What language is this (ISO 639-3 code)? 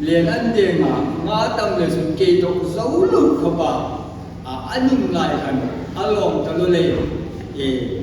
hmr